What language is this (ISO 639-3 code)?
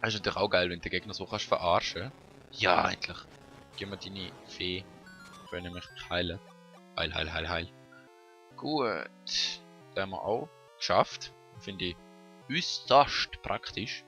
gsw